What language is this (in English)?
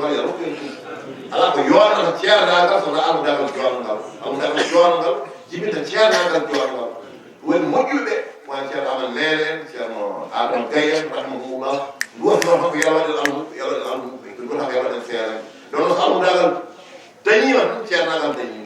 Fula